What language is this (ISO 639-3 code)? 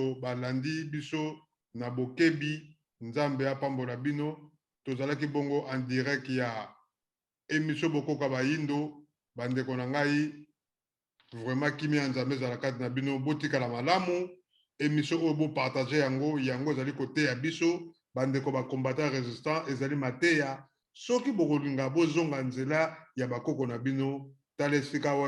lin